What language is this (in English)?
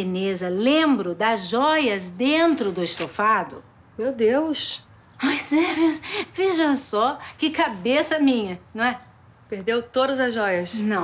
Portuguese